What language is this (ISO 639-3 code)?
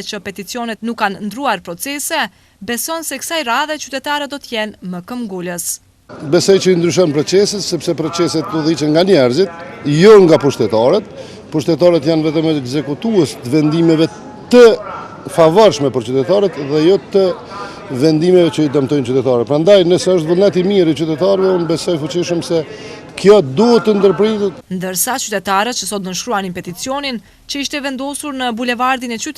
sqi